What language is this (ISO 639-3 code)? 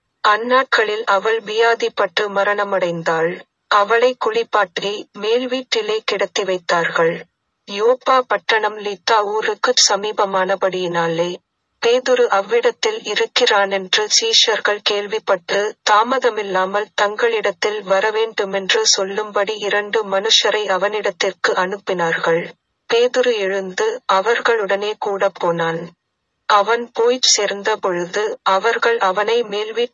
tam